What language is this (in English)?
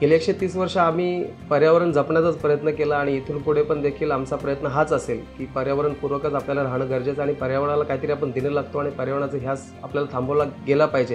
Marathi